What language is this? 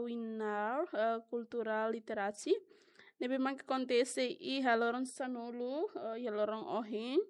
Tetum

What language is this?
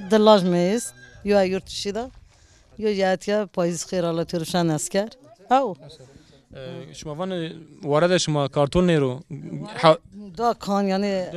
Zaza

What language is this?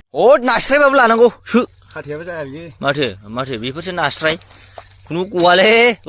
Bodo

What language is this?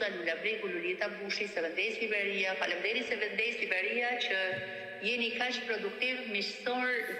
Albanian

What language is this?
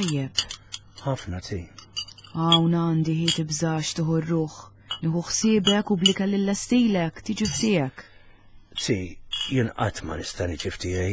Maltese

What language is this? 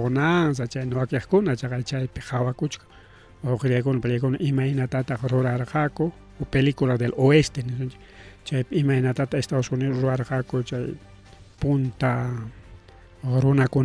Ayacucho Quechua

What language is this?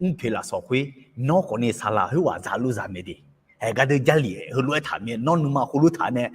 Akha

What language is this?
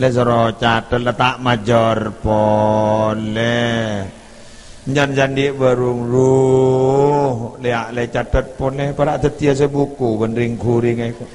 Madurese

